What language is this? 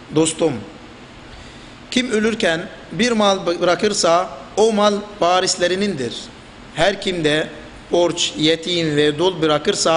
Turkish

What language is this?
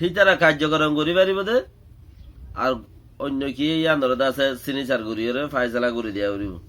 Rohingya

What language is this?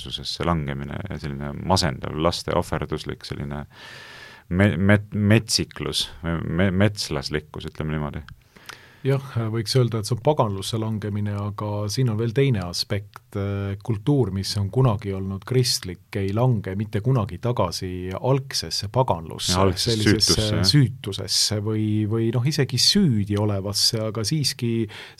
Estonian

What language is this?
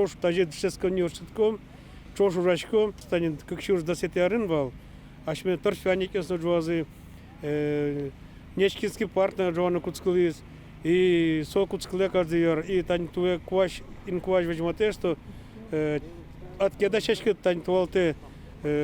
Udmurt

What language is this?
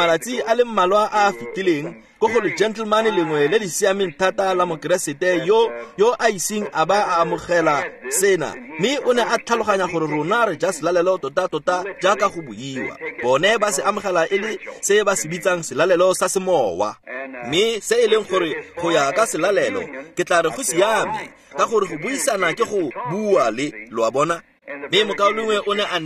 Tswana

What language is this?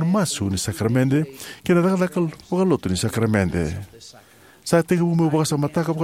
Fijian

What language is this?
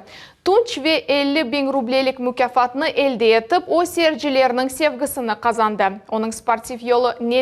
Crimean Tatar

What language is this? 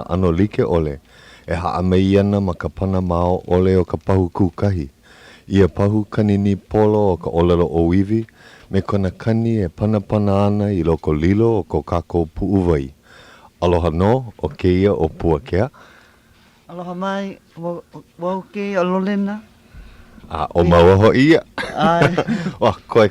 Hawaiian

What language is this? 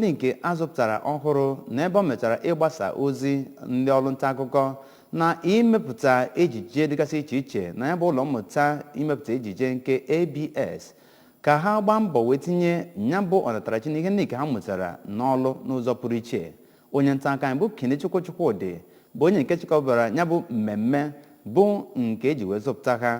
Igbo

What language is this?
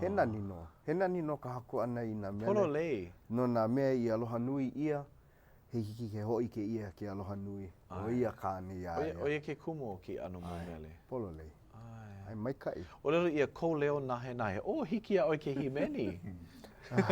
Hawaiian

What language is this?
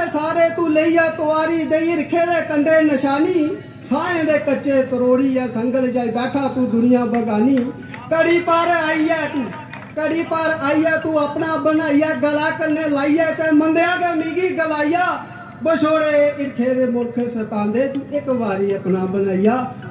Dogri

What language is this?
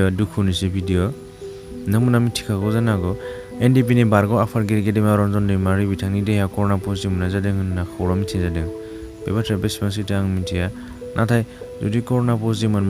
Bodo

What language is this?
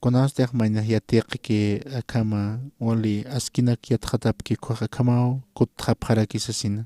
Aymara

